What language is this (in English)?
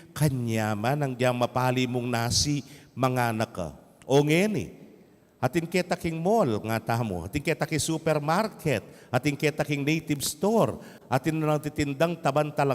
Pampanga